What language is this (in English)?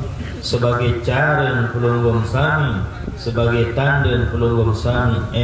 Sasak